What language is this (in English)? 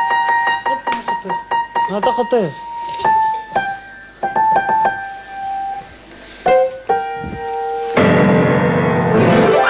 Hebrew